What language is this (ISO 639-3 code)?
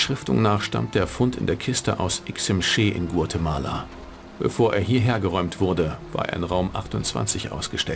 bar